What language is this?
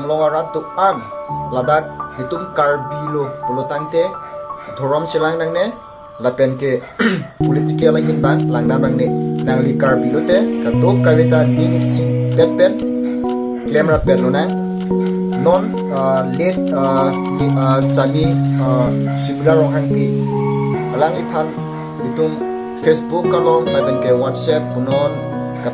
Karbi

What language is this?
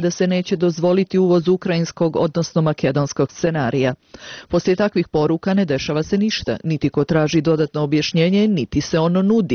Bosnian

